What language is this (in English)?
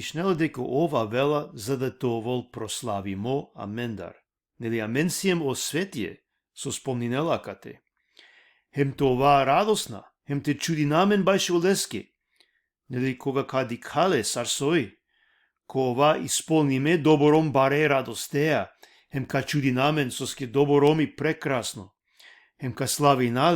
Balkan Romani